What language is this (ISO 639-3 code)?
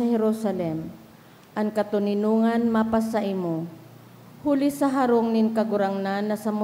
bik